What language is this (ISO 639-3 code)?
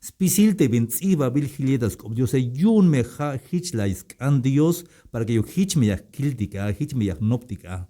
tzh